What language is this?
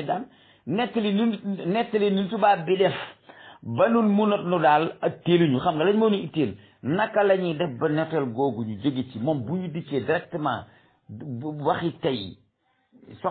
Wolof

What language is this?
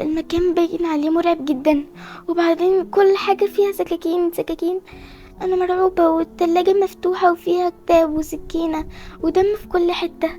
Egyptian Arabic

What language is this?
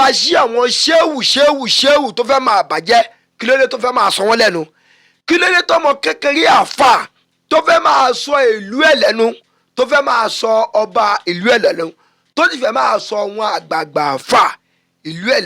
Yoruba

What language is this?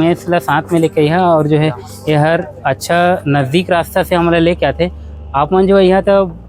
Chhattisgarhi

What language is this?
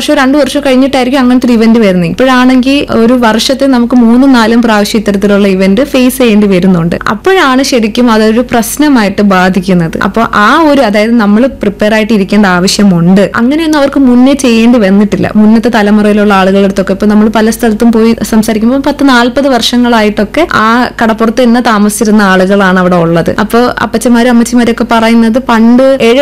Malayalam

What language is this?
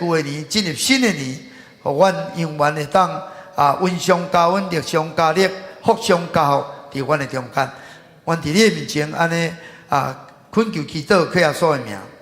Min Nan Chinese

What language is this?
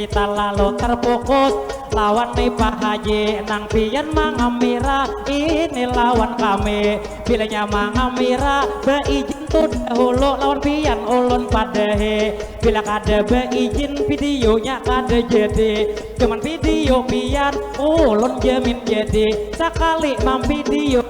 Banjar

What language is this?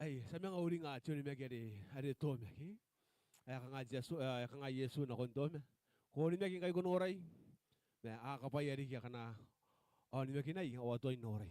Gilbertese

